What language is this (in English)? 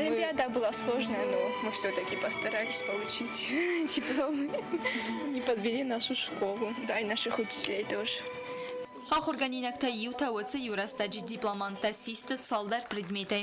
Ossetic